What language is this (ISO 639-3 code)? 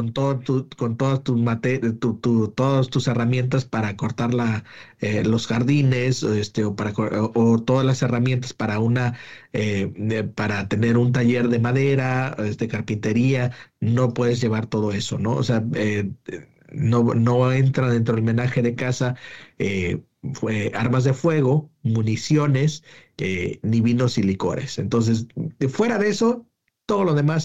spa